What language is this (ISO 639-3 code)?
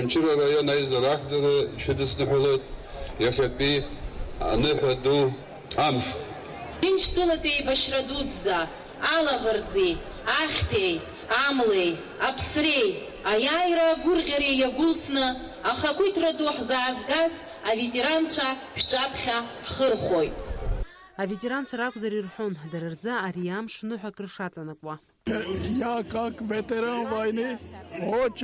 abk